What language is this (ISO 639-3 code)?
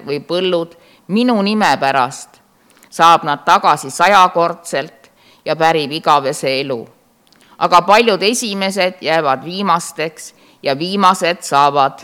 est